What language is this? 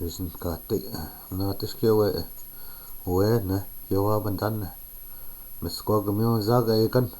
Chippewa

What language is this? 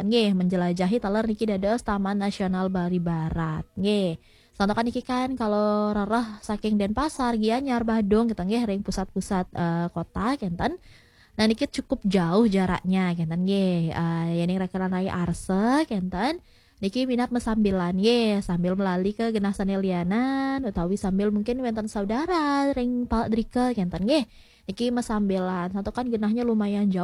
Balinese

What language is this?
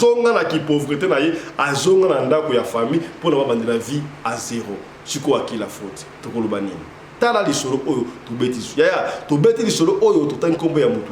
Lingala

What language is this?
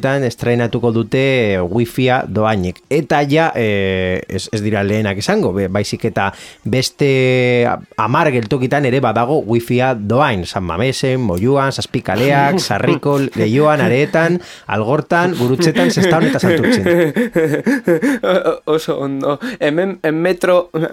Basque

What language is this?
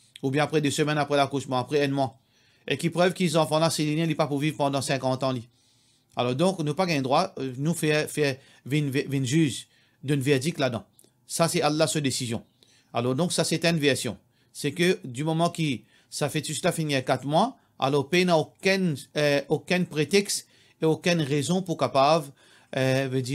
Morisyen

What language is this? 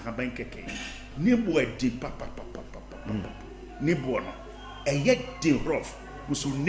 Akan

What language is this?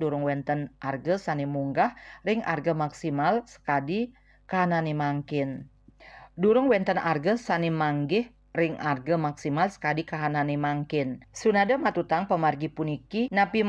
Balinese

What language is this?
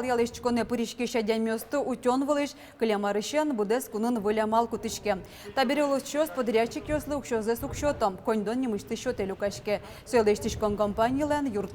Udmurt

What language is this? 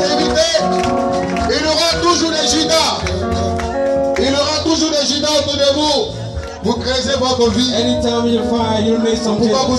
French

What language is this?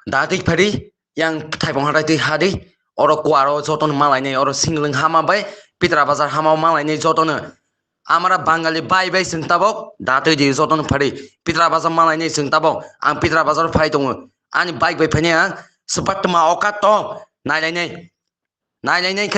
Kok Borok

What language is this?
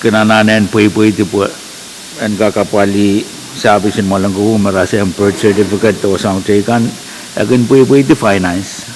Pohnpeian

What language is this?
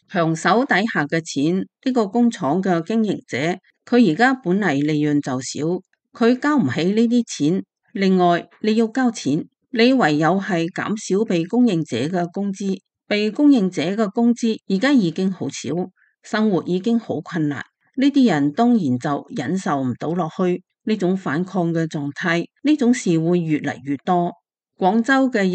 Cantonese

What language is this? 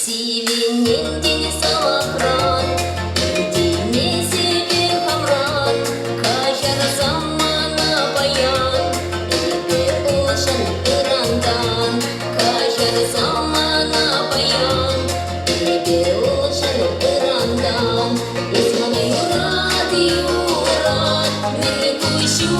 Chuvash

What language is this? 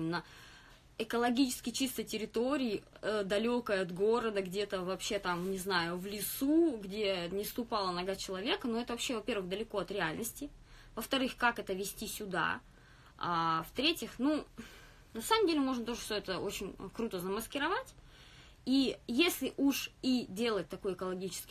Russian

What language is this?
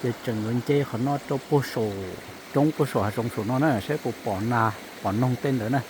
Hmong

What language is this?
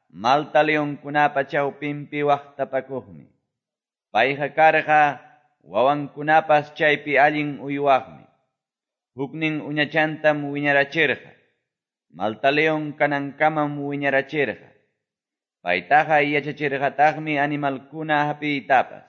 Quechua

